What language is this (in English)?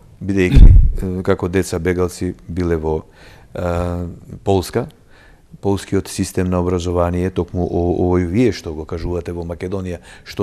Macedonian